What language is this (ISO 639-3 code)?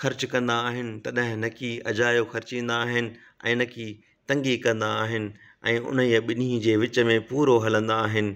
snd